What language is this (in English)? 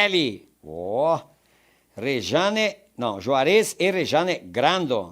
Venetian